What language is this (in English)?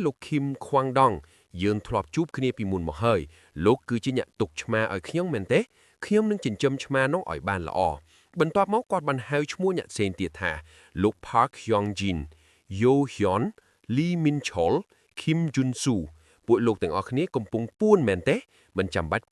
Khmer